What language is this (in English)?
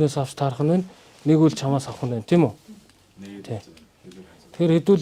Mongolian